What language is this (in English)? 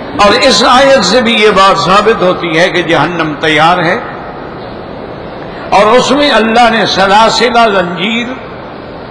Urdu